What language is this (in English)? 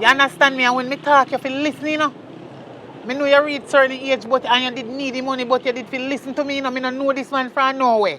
Jamaican Creole English